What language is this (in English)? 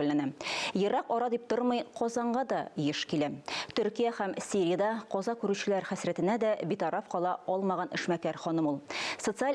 Tatar